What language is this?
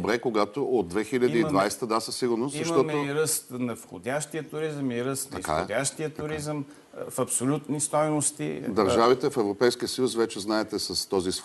Bulgarian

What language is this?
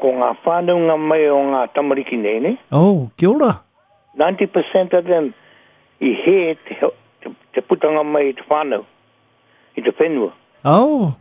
Māori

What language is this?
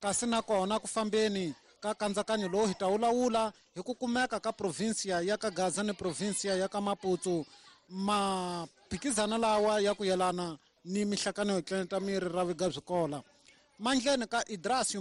Tsonga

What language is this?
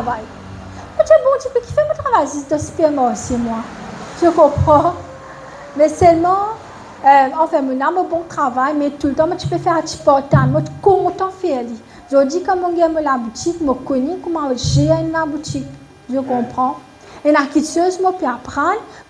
Morisyen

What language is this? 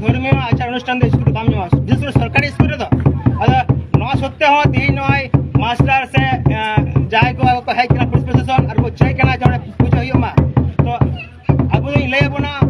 Santali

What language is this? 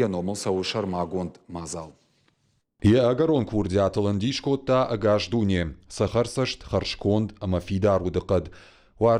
Ossetic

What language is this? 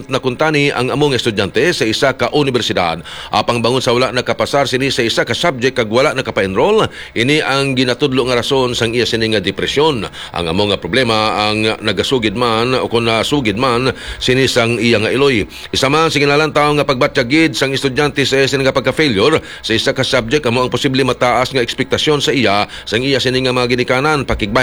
Hiligaynon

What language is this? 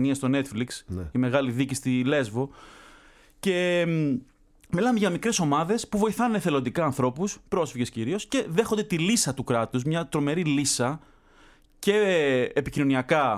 Greek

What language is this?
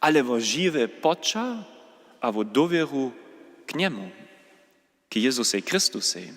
Upper Sorbian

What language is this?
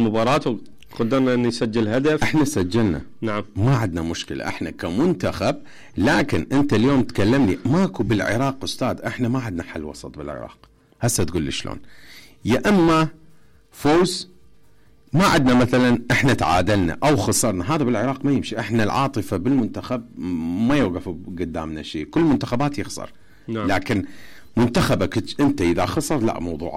Mesopotamian Arabic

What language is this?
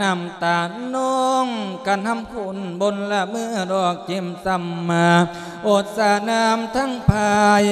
Lao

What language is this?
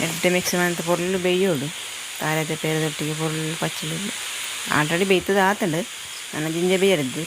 Tulu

